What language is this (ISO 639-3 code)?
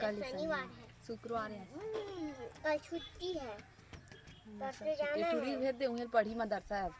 hne